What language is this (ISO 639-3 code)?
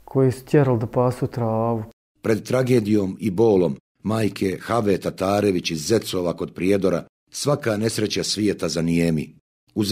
bos